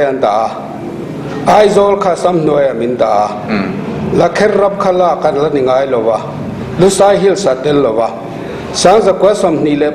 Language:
Mizo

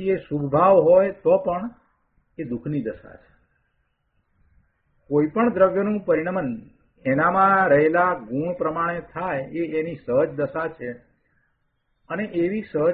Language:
Gujarati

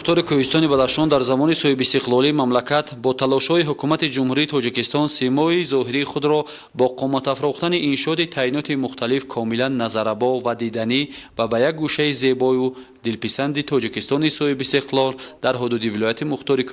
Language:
Tajik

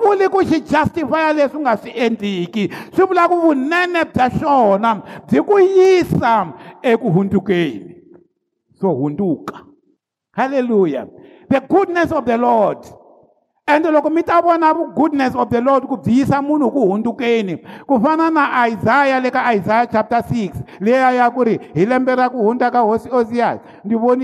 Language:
Tsonga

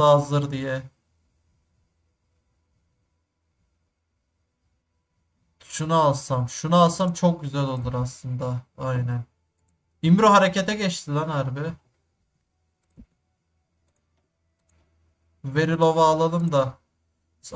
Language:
Turkish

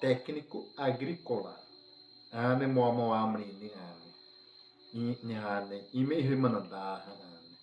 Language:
Xavánte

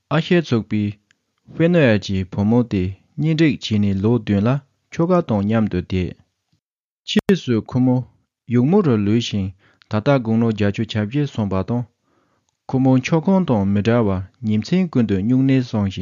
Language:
Tibetan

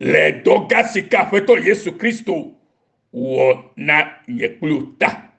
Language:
Ewe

